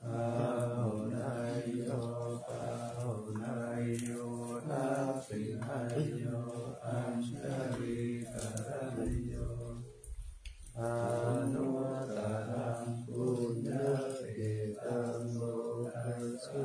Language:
Pali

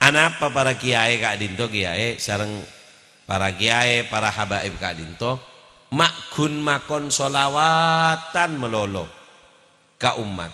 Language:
Madurese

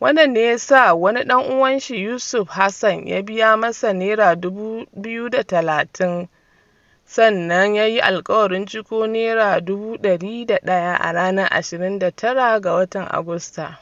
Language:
Hausa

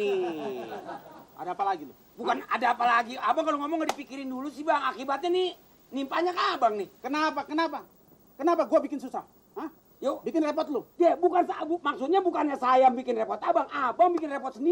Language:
Betawi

